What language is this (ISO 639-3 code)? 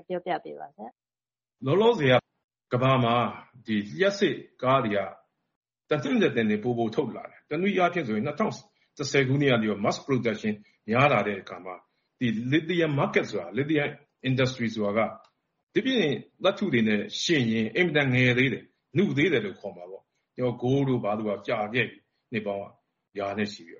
mya